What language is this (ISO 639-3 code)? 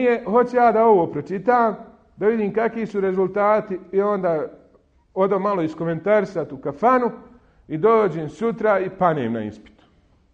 bos